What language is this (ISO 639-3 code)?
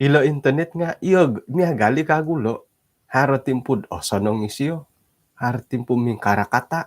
dtp